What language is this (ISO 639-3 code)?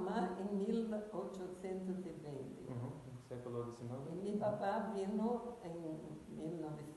lad